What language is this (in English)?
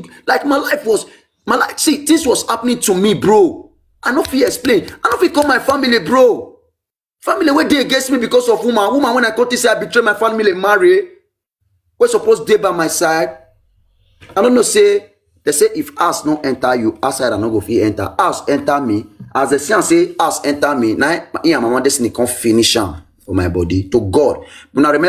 Nigerian Pidgin